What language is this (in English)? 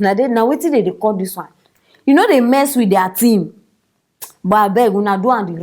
Nigerian Pidgin